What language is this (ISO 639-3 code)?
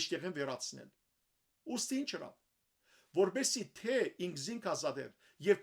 hyw